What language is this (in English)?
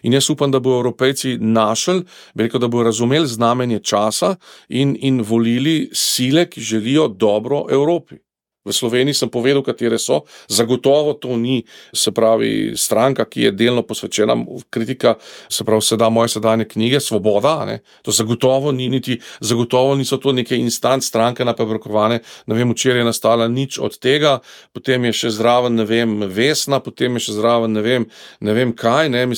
Slovenian